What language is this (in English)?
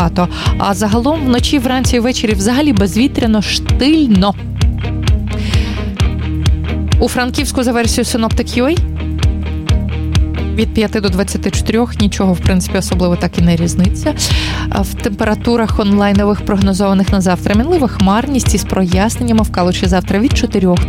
Ukrainian